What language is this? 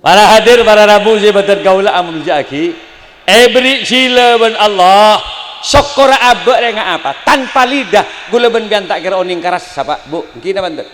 Madurese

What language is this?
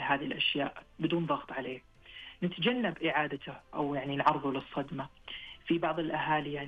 Najdi Arabic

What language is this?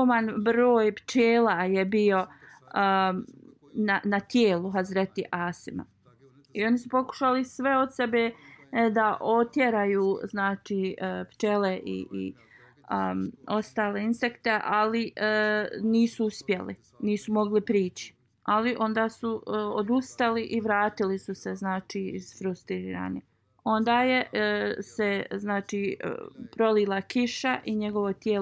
Bosnian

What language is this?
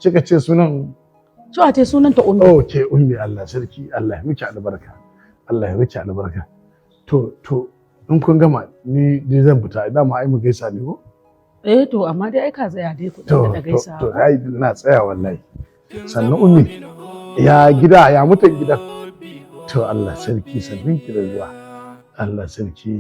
Hausa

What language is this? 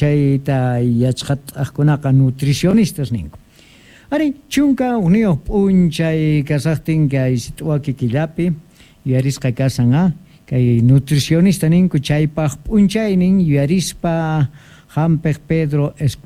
Quechua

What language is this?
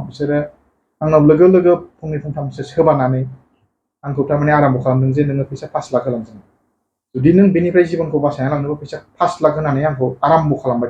Bodo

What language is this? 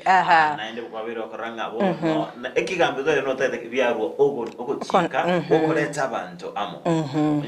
Gusii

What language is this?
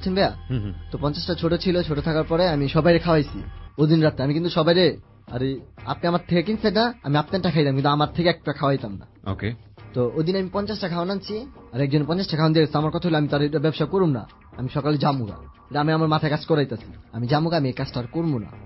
Bangla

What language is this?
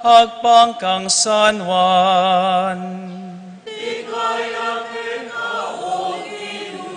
Pampanga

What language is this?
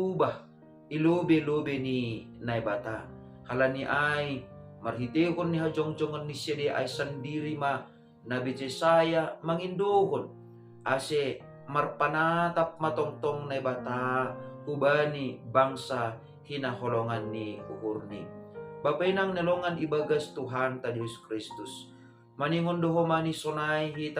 Batak Simalungun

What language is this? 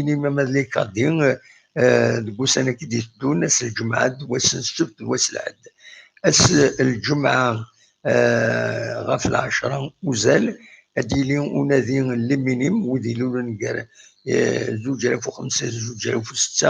Kabyle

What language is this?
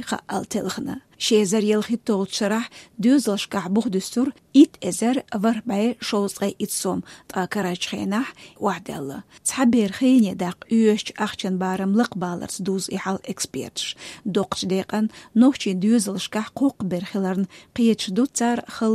Chechen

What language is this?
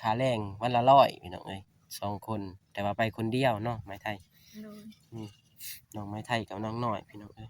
Lao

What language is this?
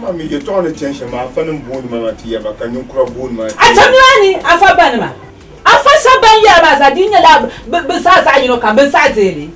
Dagbani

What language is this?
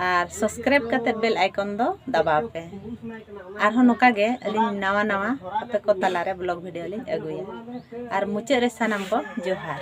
Santali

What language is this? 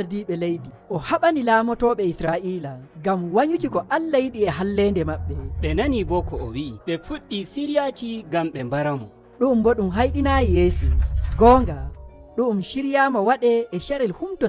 Nigerian Fulfulde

